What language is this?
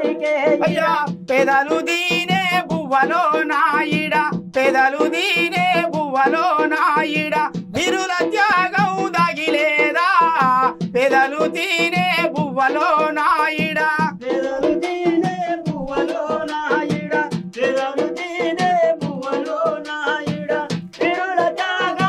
Telugu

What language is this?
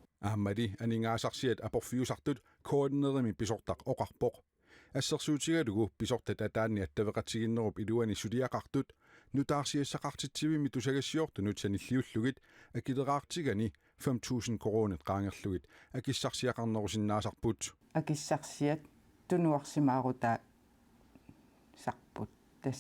Kalaallisut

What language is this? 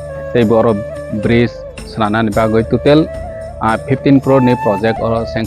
Kok Borok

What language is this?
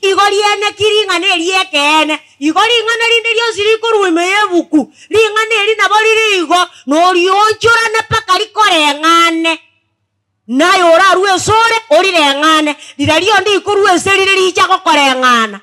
Gusii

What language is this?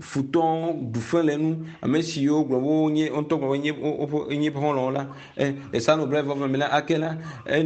Ewe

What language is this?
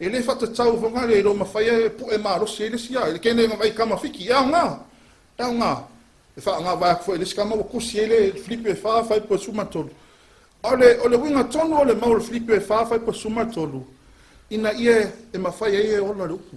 Samoan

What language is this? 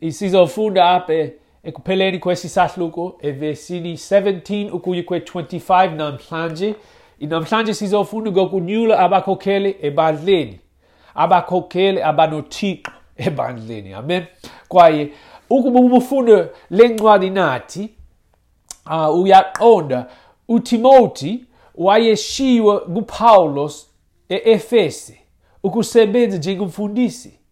Xhosa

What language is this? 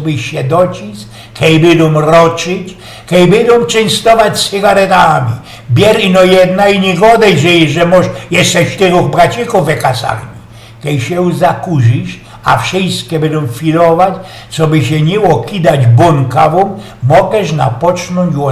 Silesian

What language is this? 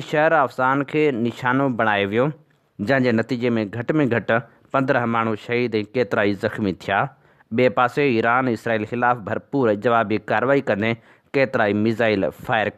Sindhi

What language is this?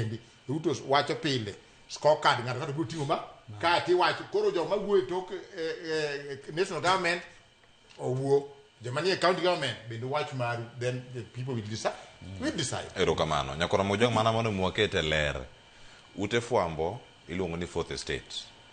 Luo (Kenya and Tanzania)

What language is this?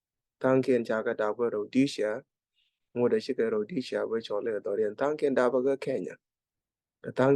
Nuer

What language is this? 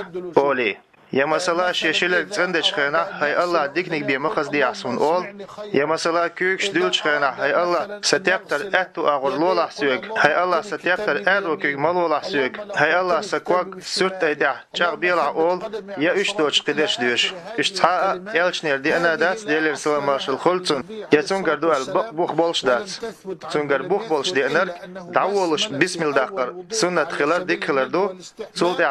Chechen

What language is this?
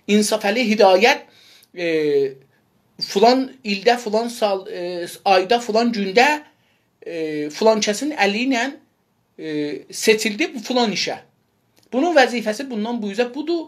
South Azerbaijani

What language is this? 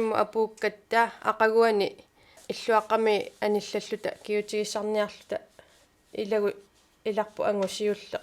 Kalaallisut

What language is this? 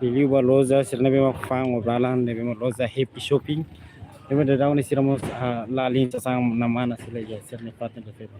Tetum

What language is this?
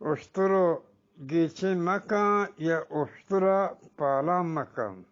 Eastern Balochi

